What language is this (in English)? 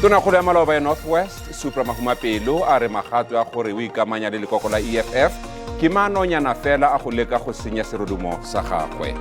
Tswana